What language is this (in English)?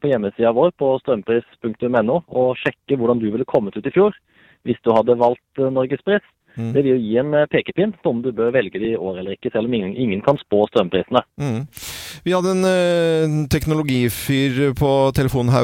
Norwegian